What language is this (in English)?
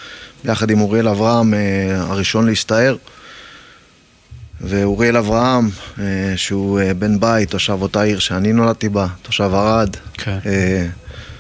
Hebrew